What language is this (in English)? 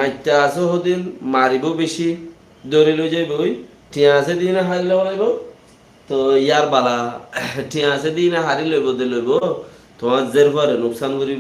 Rohingya